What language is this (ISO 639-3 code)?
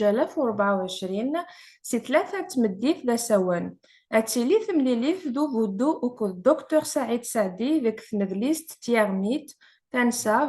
kab